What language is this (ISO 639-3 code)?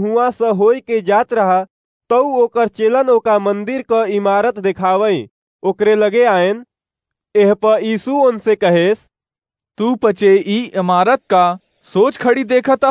awa